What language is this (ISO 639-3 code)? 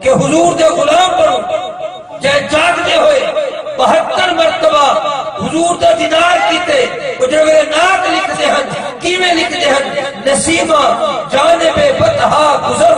skr